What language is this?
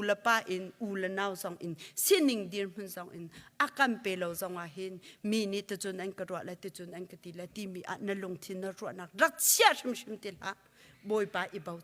Hakha Chin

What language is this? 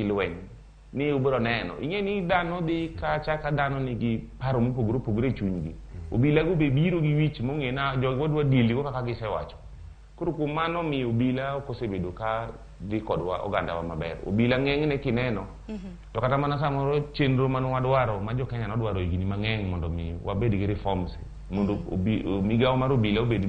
Luo (Kenya and Tanzania)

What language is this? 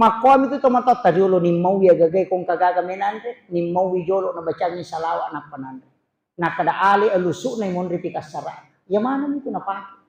Buginese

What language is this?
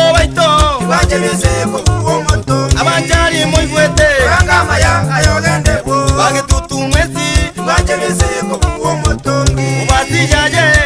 Gusii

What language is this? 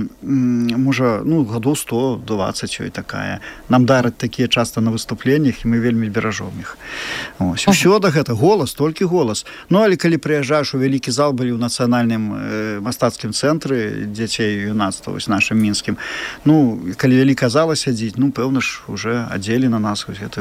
Belarusian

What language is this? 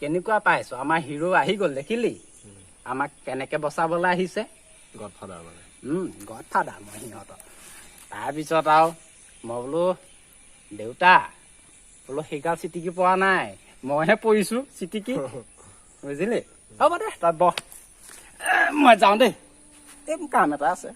Assamese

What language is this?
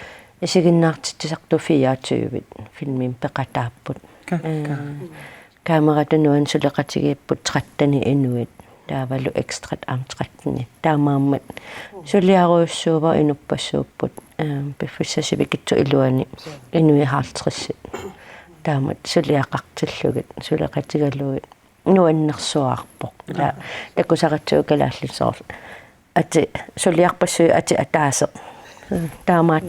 Kalaallisut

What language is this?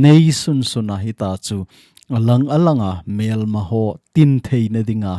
Thado Chin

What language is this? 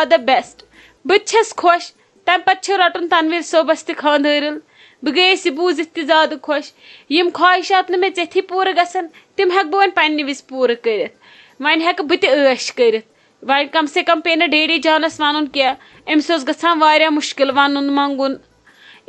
Kashmiri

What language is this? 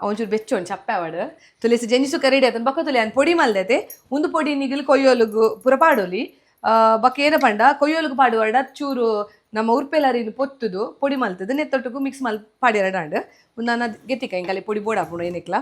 Tulu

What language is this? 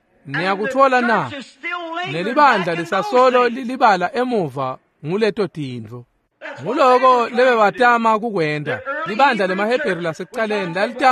Swati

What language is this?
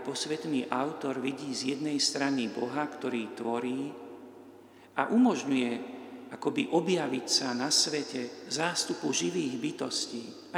Slovak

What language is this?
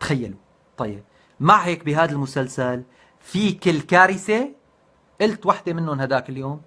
North Levantine Arabic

